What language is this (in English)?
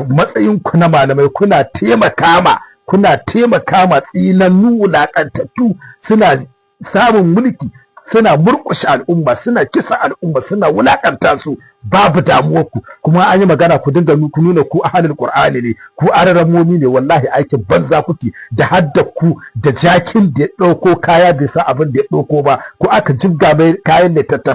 Hausa